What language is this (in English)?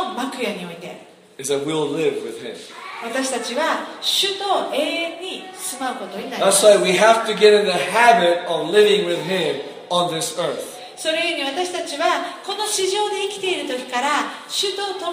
Japanese